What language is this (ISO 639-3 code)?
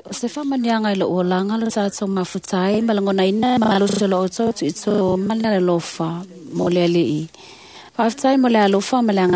smo